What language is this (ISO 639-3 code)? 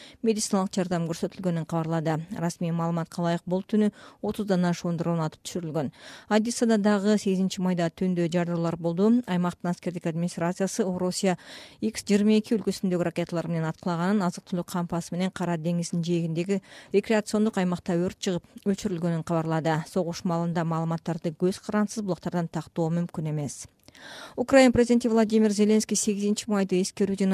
kir